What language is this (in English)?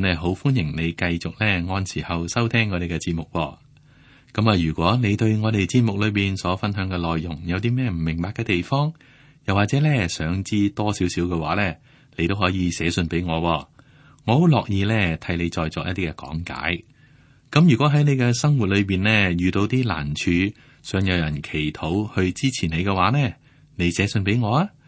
Cantonese